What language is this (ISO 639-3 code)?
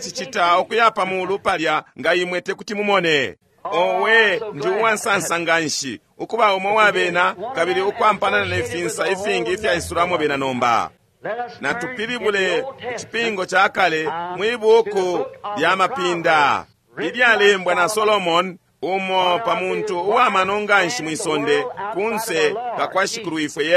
bem